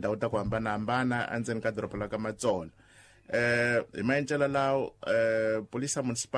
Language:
Tsonga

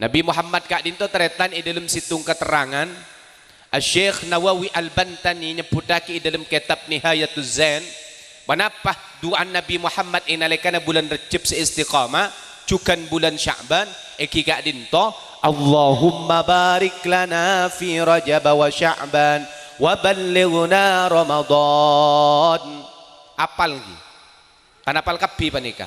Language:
Madurese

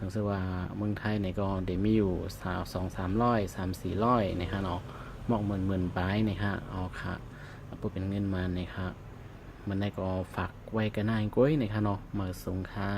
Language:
Shan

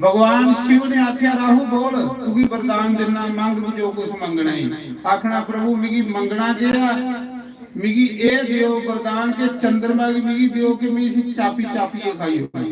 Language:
Dogri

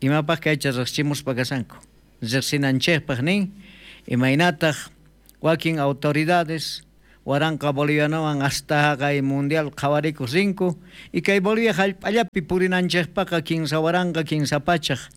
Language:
South Bolivian Quechua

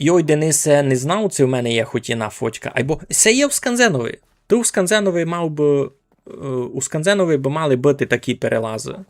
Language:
Rusyn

